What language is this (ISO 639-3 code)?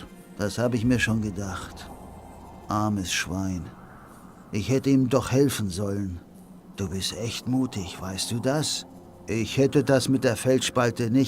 bar